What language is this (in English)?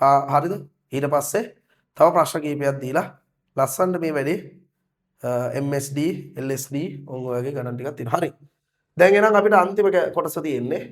Sinhala